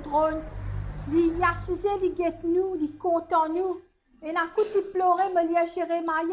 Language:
Morisyen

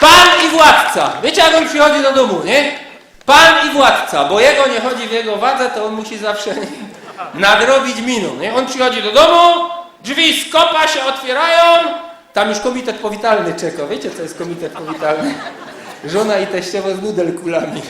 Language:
Silesian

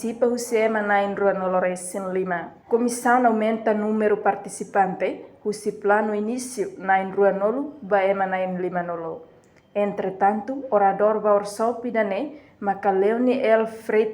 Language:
Tetum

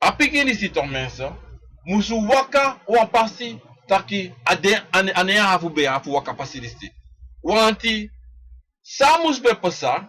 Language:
Sranan Tongo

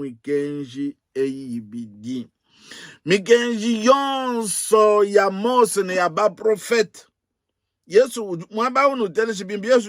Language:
Luba-Lulua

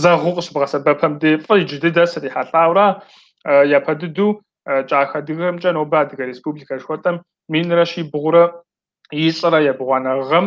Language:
Kabardian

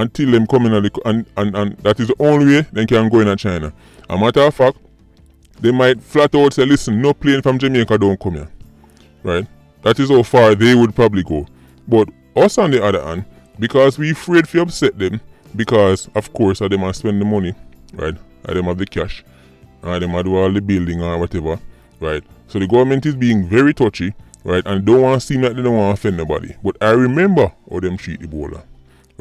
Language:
Jamaican Creole English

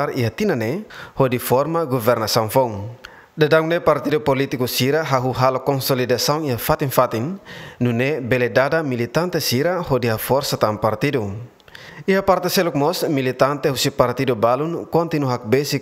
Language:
Tetum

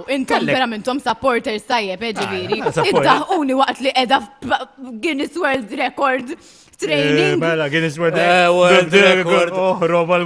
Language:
Maltese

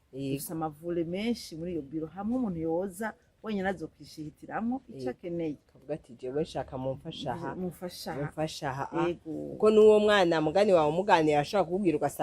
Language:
Rundi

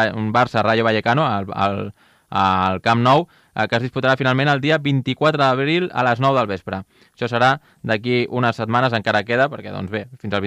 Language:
Catalan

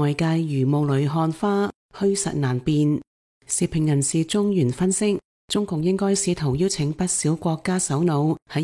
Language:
Cantonese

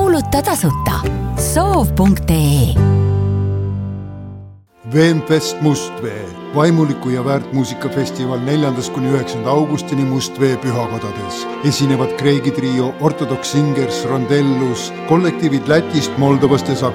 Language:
Estonian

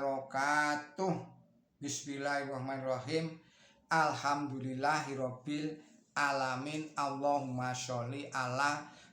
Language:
Javanese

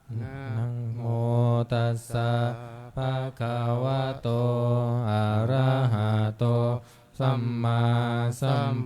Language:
Pali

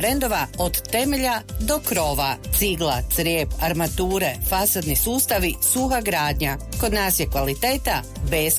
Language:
Croatian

